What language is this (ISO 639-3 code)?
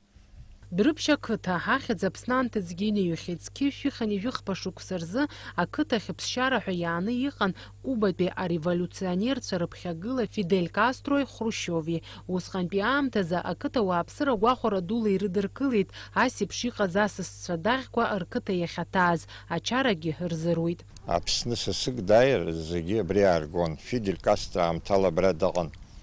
abk